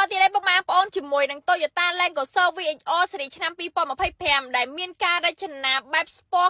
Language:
Khmer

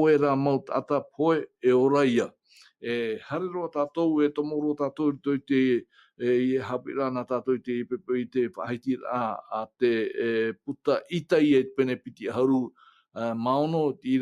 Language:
Tahitian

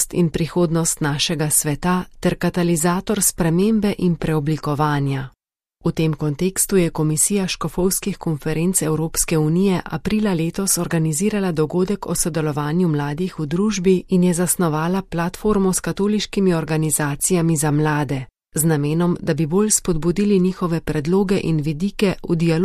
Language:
Slovenian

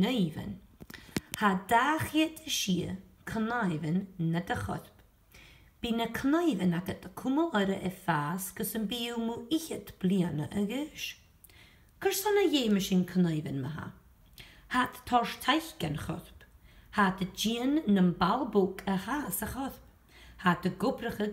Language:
Scottish Gaelic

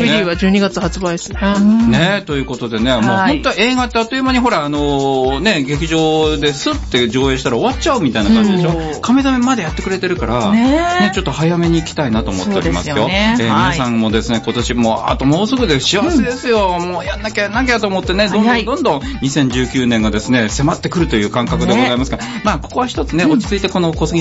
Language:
Japanese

